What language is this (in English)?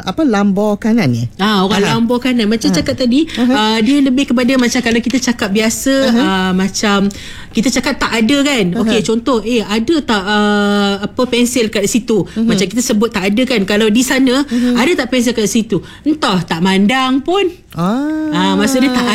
Malay